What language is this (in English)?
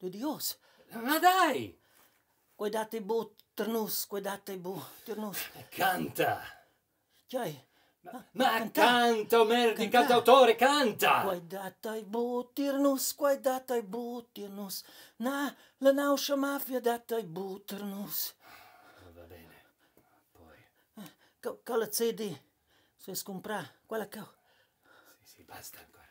Romansh